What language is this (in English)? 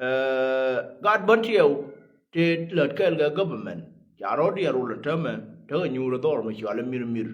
Nuer